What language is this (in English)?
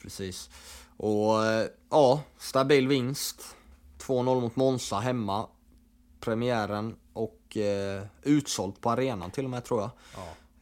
Swedish